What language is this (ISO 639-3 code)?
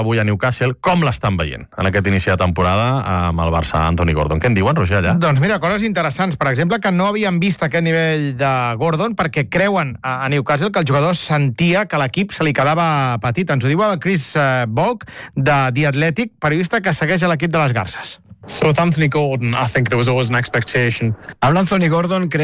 cat